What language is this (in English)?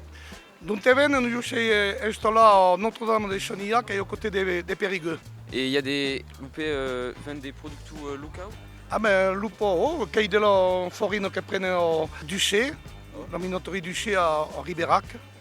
Occitan